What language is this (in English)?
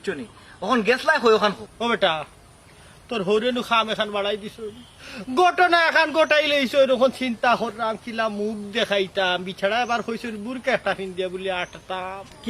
Sylheti